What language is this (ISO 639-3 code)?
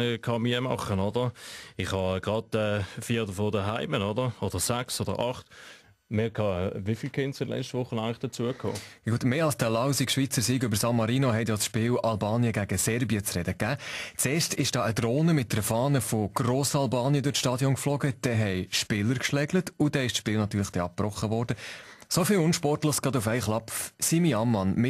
gsw